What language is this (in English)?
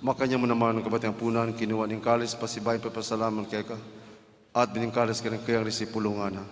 Pampanga